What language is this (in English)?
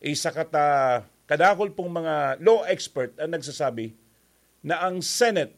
Bikol